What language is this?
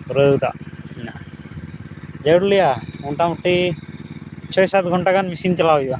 Santali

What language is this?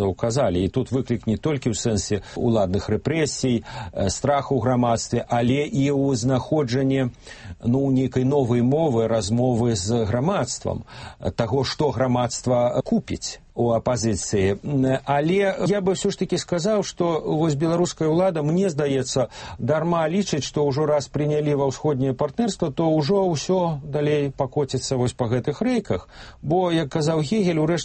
Belarusian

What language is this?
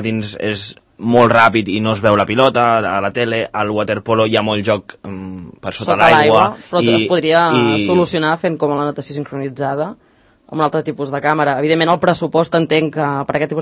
Catalan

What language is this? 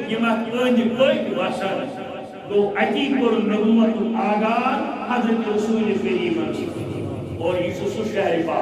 Kashmiri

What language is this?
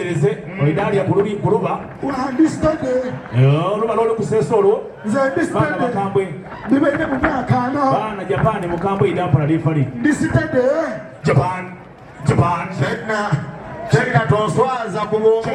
Soga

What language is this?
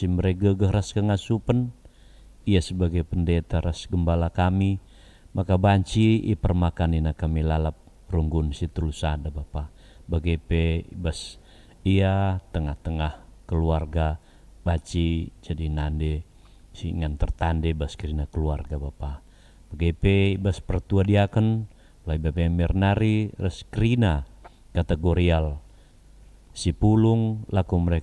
Batak Karo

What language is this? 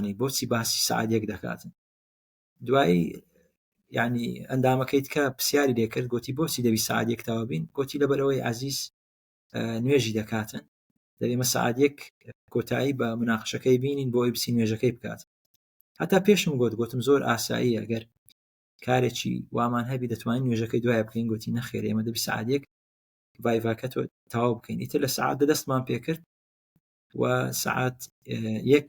Central Kurdish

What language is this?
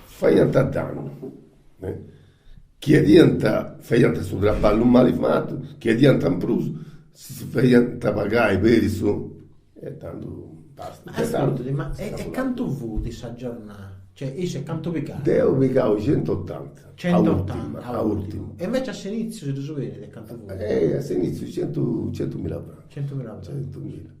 Sardinian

